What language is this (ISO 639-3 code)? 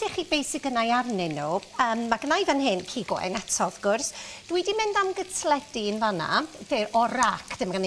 cym